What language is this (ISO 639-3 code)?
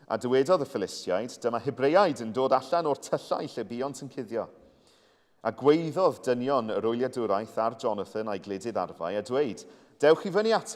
cym